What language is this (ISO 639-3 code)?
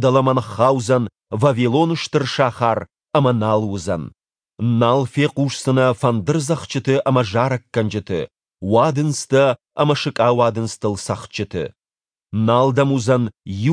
oss